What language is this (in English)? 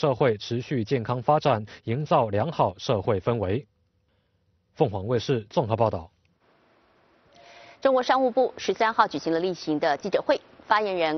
Chinese